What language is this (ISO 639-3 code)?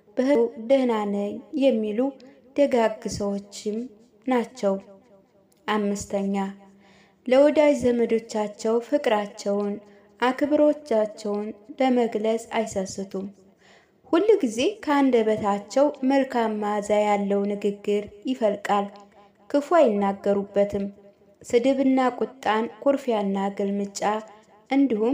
amh